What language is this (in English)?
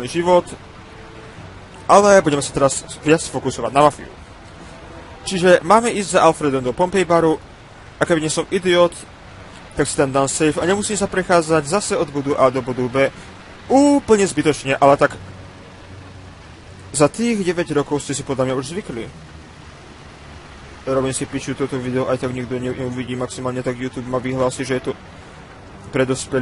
Slovak